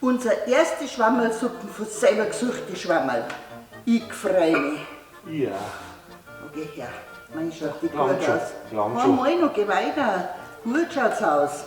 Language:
Bavarian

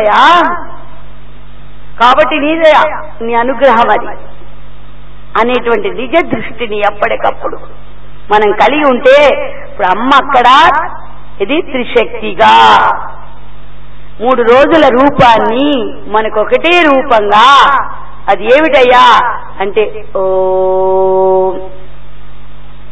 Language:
Telugu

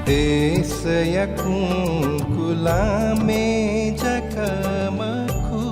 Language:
Newari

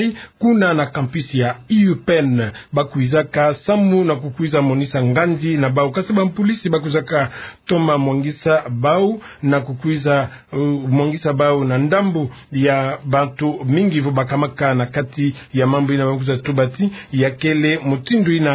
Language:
Kituba (Democratic Republic of Congo)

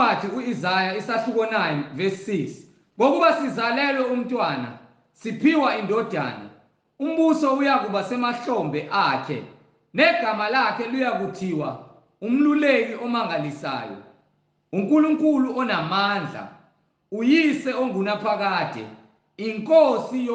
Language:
Zulu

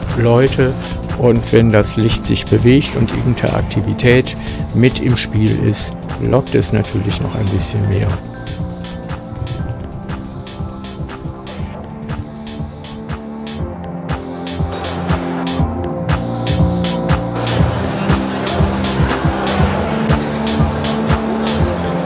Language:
German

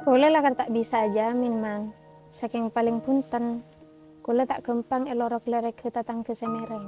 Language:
Madurese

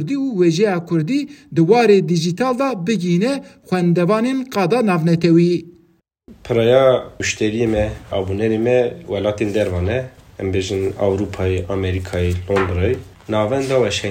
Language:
Kurdish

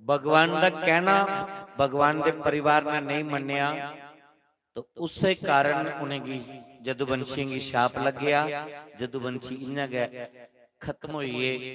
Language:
Dogri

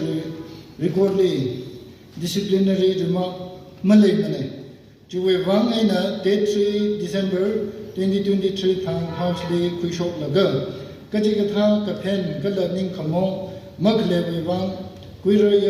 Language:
Tangkhul Naga (India)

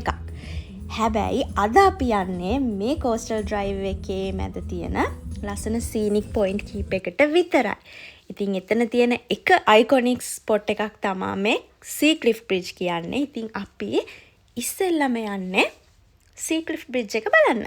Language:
Sinhala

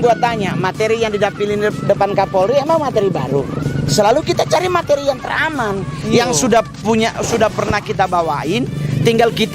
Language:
Manado Malay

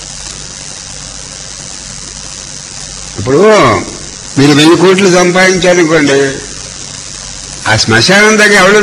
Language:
Telugu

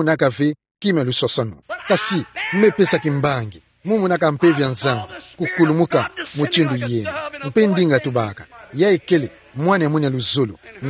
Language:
Kituba (Democratic Republic of Congo)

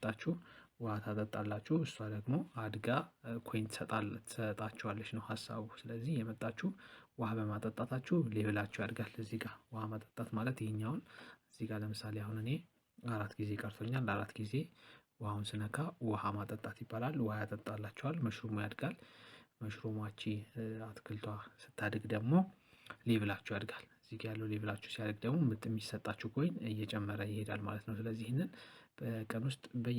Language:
Amharic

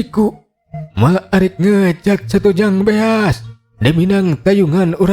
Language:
Sundanese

